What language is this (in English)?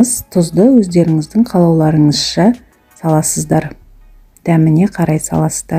Kazakh